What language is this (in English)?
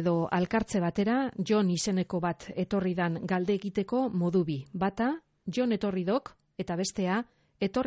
Basque